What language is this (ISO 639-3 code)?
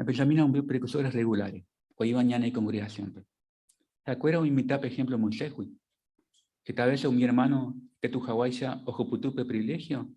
grn